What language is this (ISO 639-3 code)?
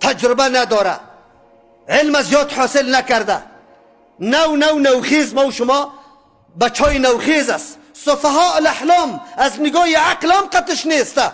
fas